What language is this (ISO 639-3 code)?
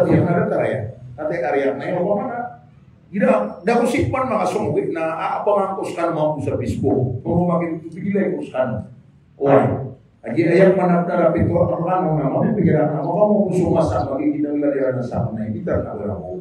mrw